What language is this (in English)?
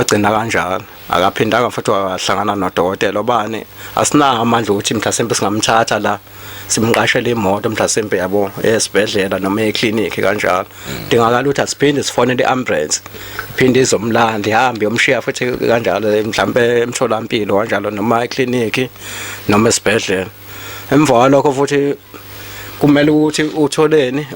Zulu